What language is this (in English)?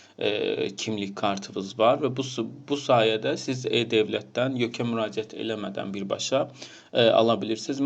Azerbaijani